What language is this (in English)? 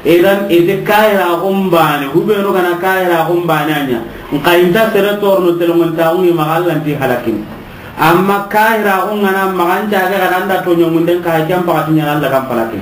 Soninke